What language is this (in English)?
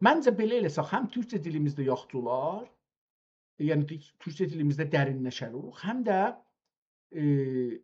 South Azerbaijani